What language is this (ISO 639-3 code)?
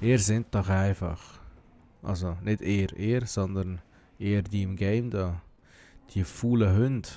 gsw